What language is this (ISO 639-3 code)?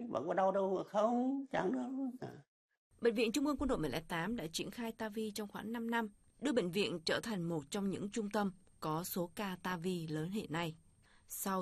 vie